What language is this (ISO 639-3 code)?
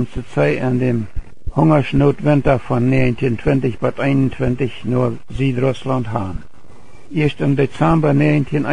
pdt